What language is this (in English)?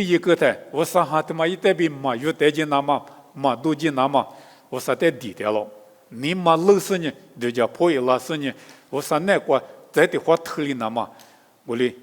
Lisu